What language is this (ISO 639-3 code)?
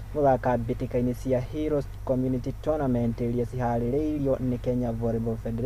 kik